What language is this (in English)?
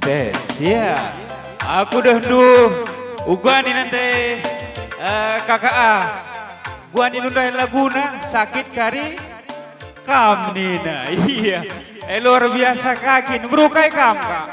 Batak Karo